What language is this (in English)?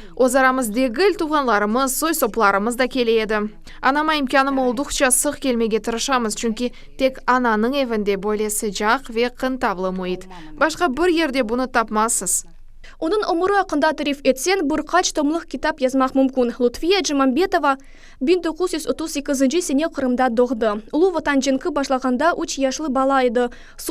Crimean Tatar